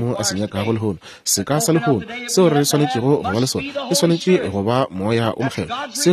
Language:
Northern Sotho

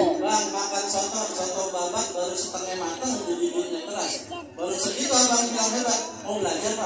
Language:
Betawi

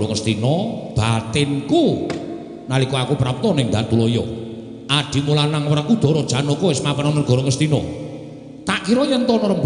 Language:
Javanese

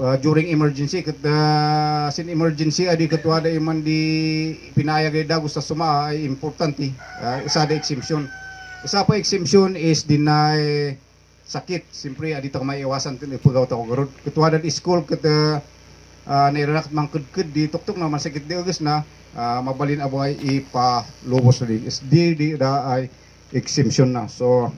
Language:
Kankanaey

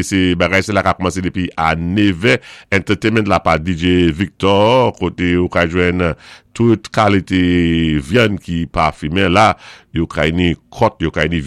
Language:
Saint Lucian Creole French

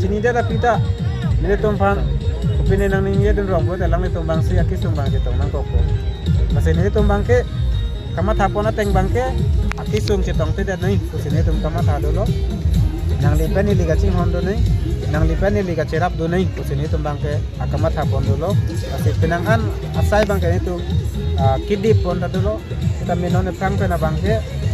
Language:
Karbi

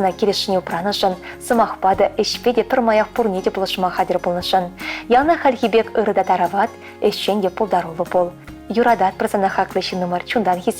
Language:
Chuvash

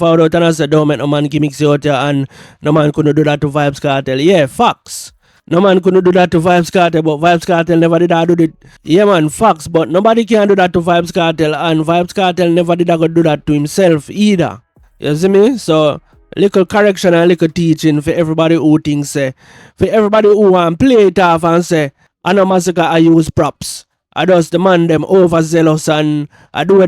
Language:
Jamaican Creole English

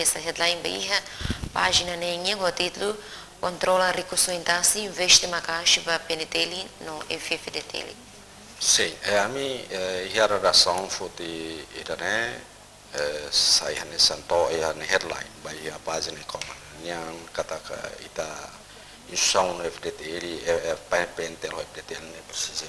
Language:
Tetum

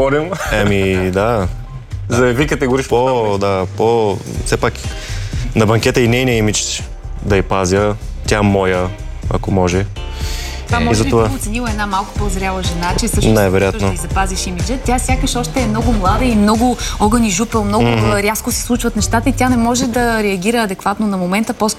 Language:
Bulgarian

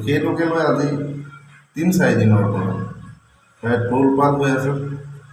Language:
Assamese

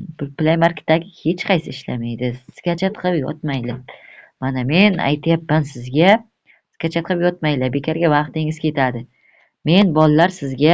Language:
Uzbek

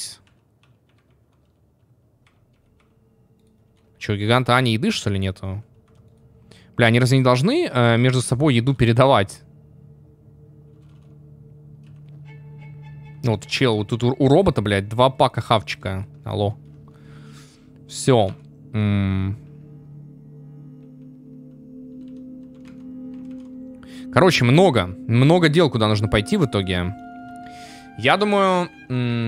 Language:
Russian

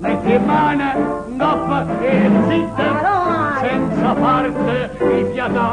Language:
Neapolitan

